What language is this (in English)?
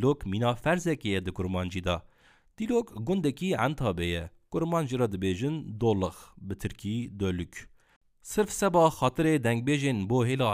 Kurdish